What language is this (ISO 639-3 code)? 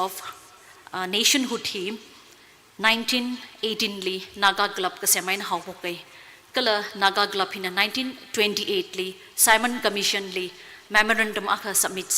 nmf